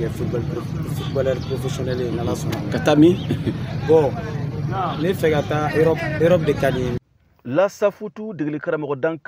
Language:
Bambara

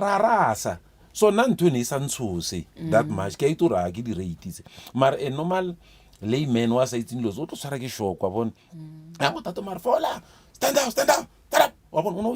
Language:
Northern Sotho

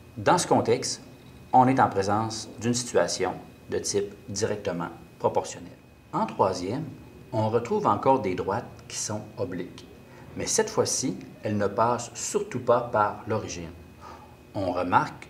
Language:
French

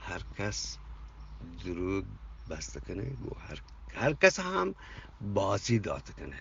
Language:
Eastern Balochi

